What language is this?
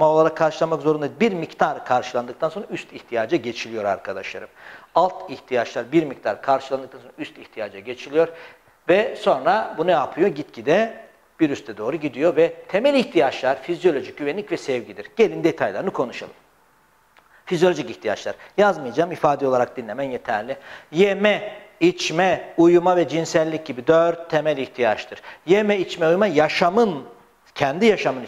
Turkish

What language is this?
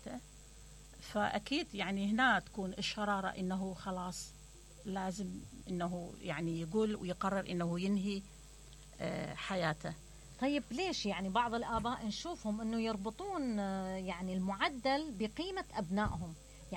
Mesopotamian Arabic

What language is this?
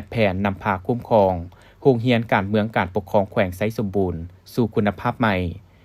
Lao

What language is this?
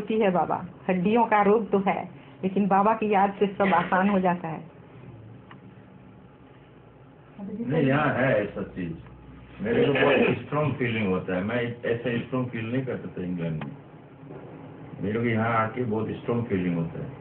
Hindi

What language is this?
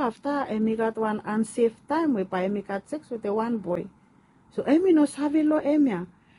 Bislama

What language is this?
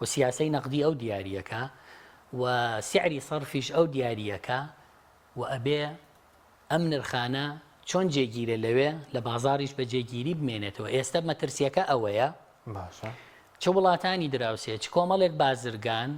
Central Kurdish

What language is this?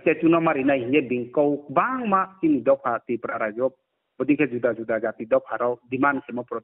Riang (India)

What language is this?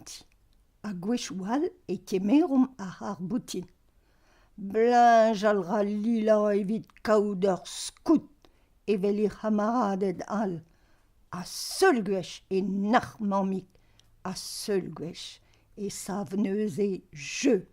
Breton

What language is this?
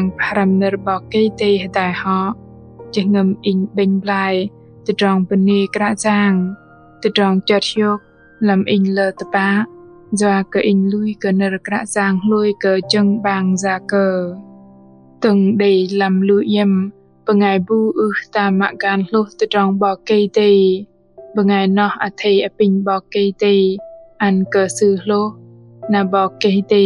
Bahnar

